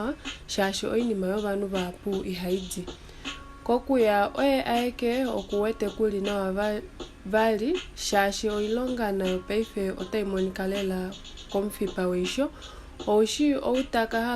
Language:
Kuanyama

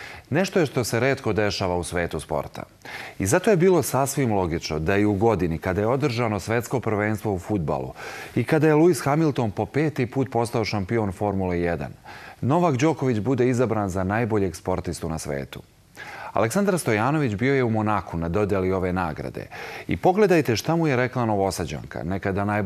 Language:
Serbian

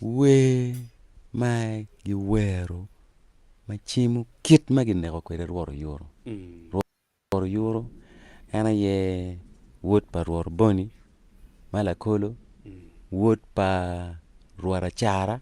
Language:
Acoli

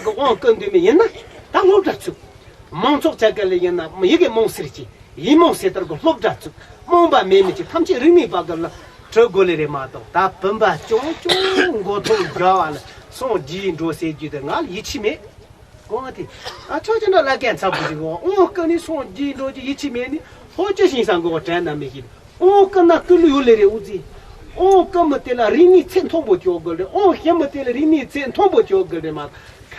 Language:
Tibetan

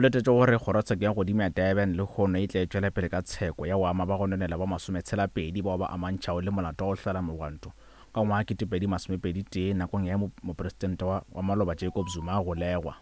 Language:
Northern Sotho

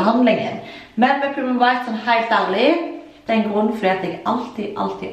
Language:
Norwegian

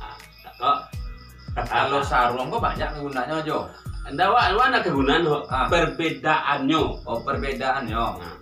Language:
Minangkabau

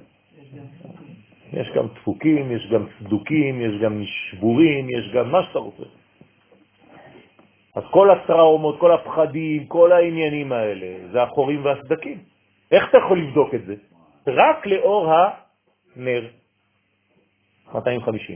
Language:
Hebrew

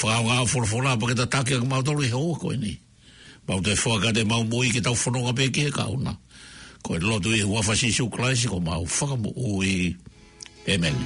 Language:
Tongan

